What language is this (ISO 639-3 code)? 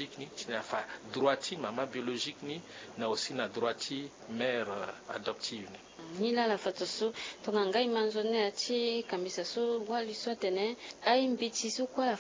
sag